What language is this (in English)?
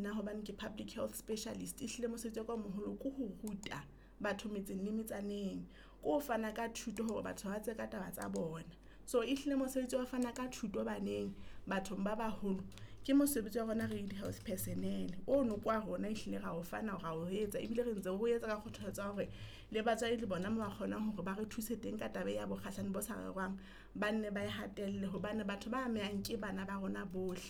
Southern Sotho